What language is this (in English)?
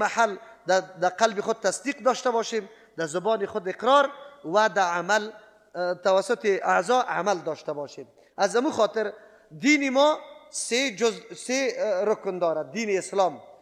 Persian